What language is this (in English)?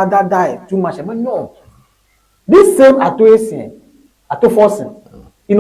Ewe